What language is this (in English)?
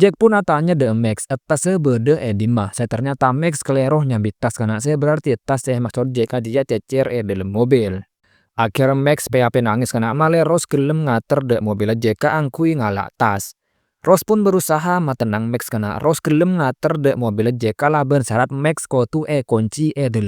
Madurese